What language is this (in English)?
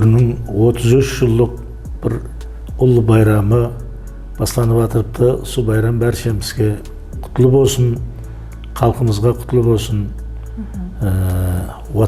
Kara-Kalpak